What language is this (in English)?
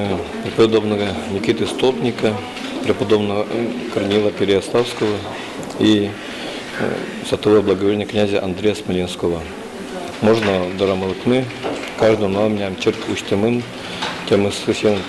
Udmurt